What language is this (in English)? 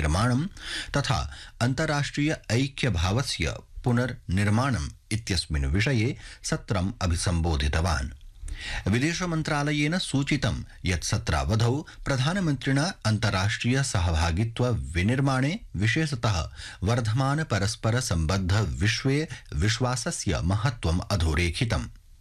Sanskrit